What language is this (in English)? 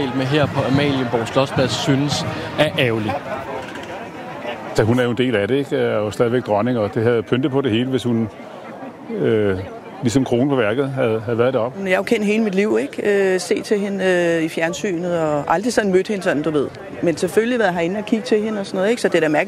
Danish